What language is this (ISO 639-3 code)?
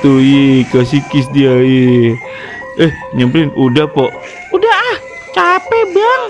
bew